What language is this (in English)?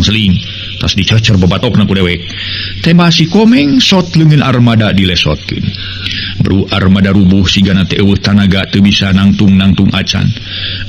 Sundanese